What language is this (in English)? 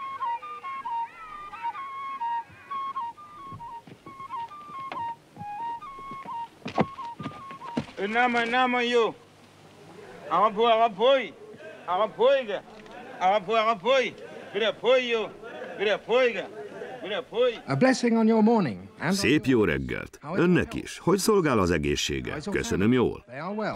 Hungarian